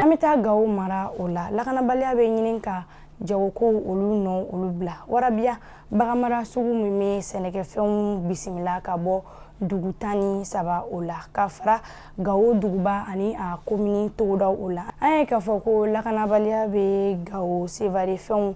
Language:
Bambara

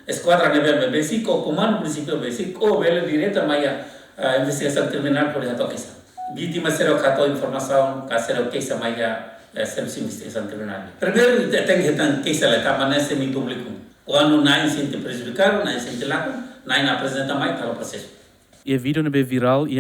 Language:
Tetum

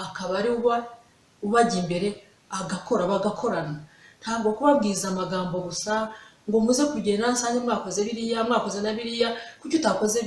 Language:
Kinyarwanda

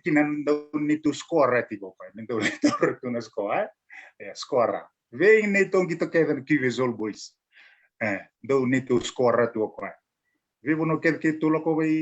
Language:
Fijian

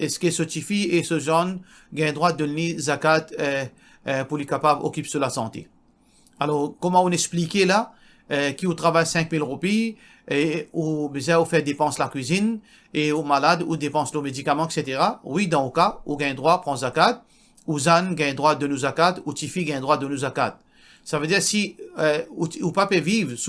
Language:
Morisyen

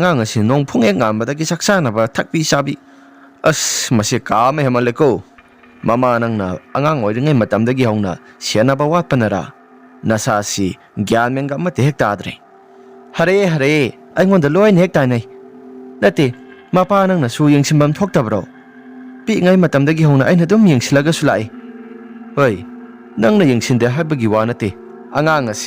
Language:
Manipuri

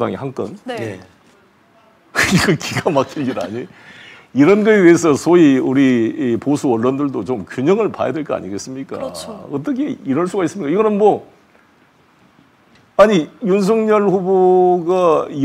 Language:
Korean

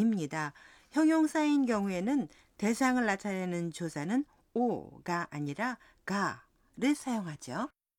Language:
Korean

